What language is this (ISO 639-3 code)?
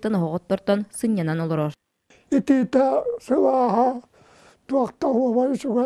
sah